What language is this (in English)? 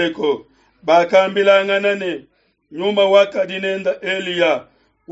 Luba-Lulua